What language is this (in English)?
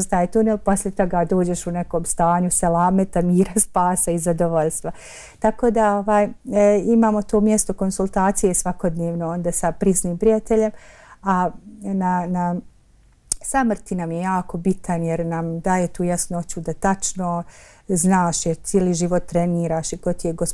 Bosnian